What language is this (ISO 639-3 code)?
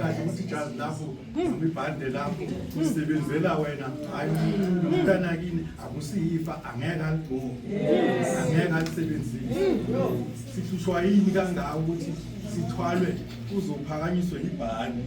zul